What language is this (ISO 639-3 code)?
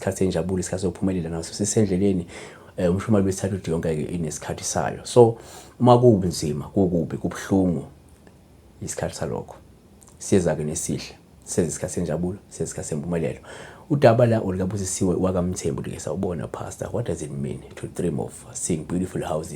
zul